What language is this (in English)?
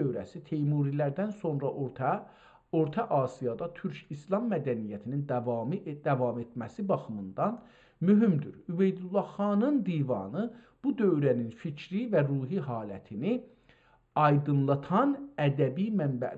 South Azerbaijani